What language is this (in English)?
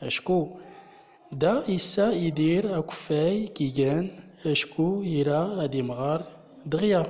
Central Atlas Tamazight